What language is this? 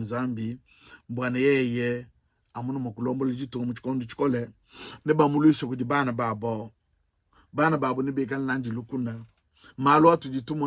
Luba-Lulua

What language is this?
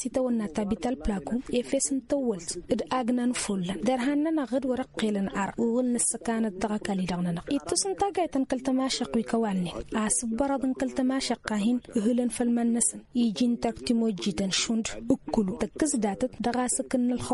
Tamasheq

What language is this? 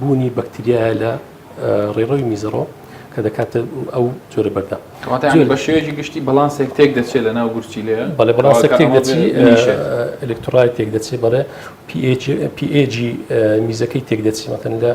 Central Kurdish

